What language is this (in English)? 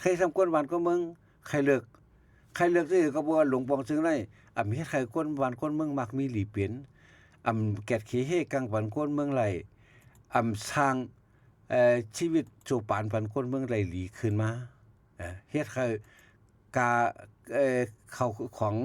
Shan